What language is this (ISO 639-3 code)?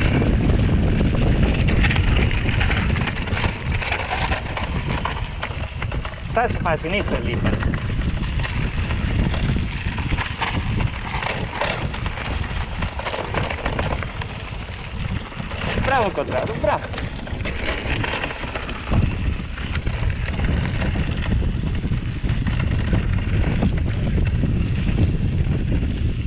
ita